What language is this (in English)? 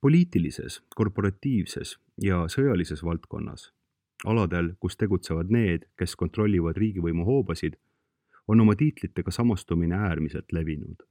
Estonian